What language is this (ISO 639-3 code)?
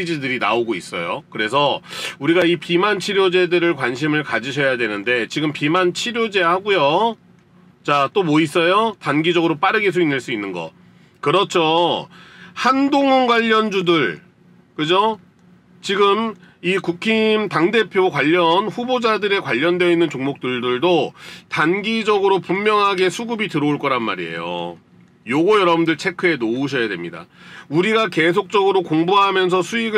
kor